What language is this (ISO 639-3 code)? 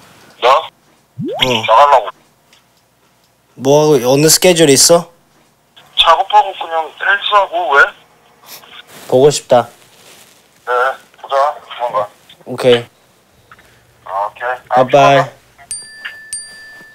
kor